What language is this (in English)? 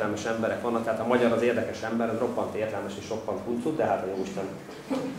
Hungarian